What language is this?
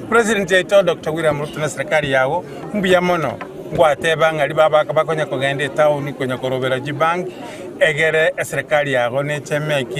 Gusii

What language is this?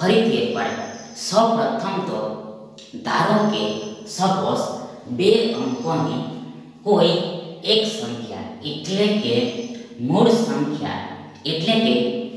Gujarati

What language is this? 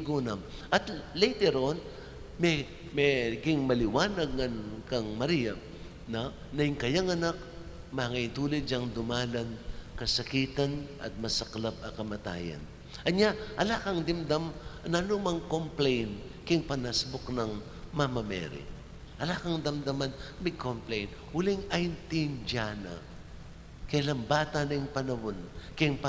Pampanga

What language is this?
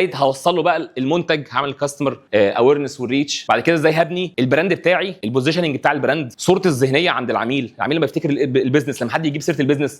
Egyptian Arabic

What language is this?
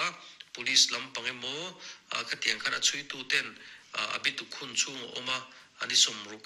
Mizo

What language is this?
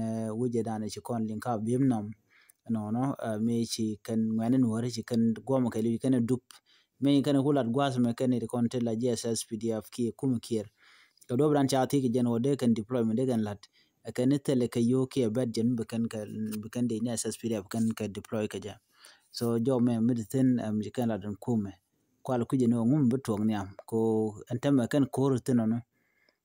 Nuer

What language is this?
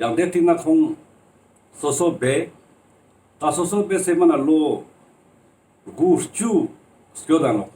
Ladakhi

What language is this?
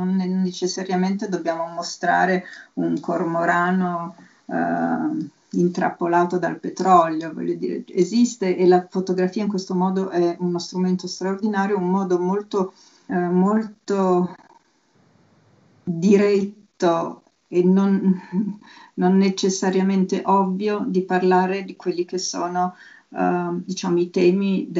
Italian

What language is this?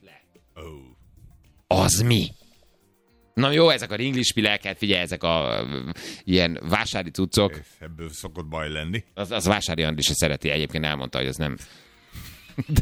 Hungarian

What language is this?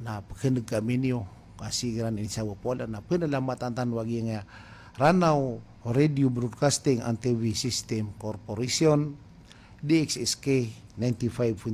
Maranao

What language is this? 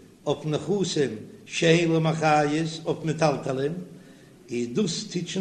Yiddish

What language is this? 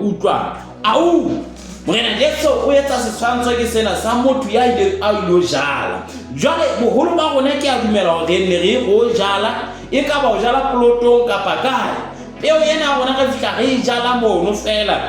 Southern Sotho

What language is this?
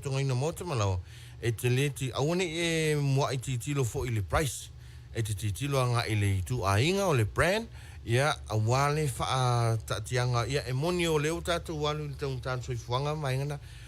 Samoan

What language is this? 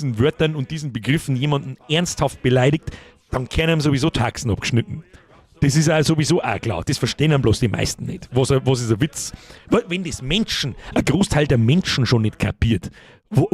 Bavarian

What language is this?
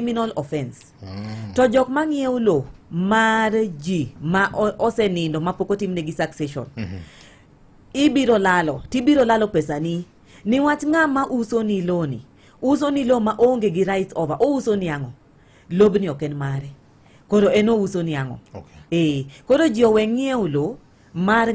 Luo (Kenya and Tanzania)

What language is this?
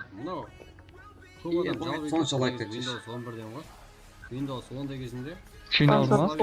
Kara-Kalpak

